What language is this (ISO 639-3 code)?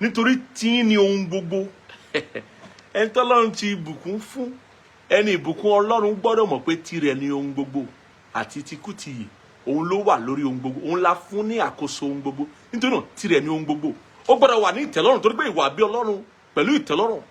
yor